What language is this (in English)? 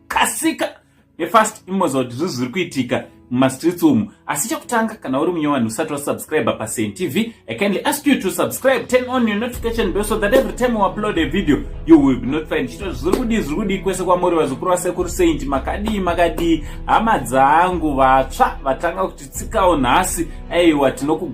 Shona